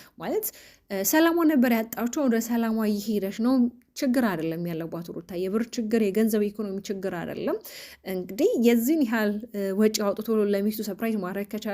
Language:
Amharic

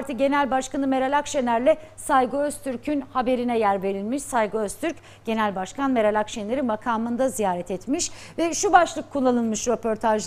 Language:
Turkish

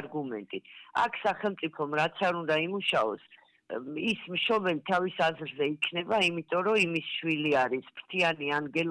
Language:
Georgian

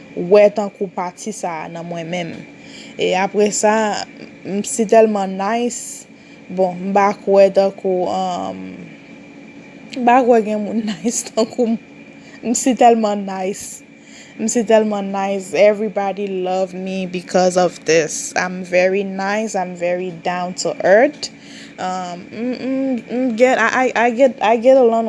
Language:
Haitian Creole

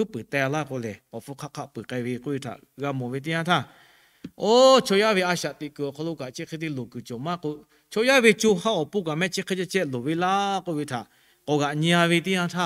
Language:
Lahu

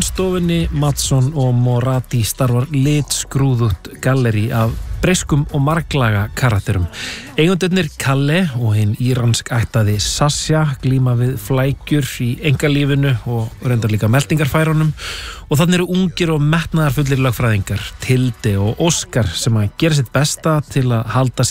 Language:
Icelandic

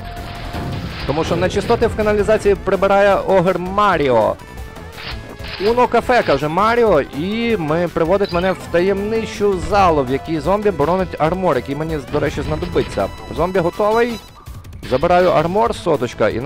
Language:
Ukrainian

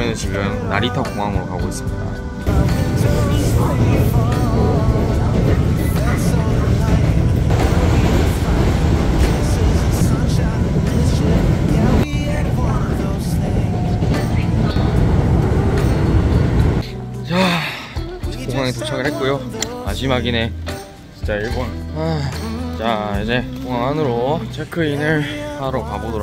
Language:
Korean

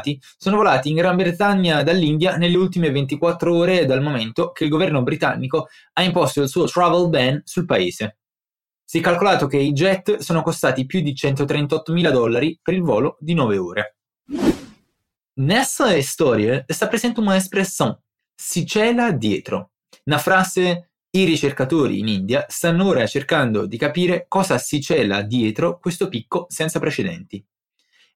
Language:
Italian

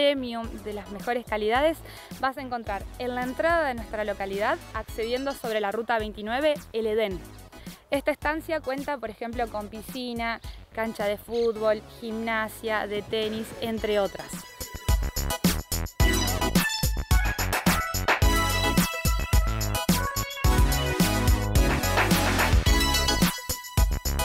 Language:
Spanish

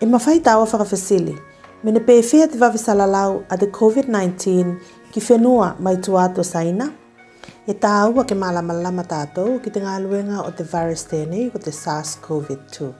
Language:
Tuvalu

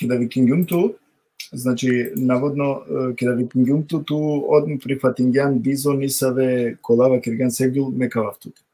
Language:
Balkan Romani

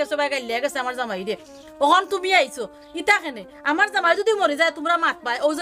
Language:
Sylheti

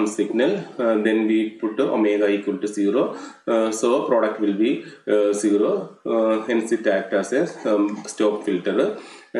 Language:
Malayalam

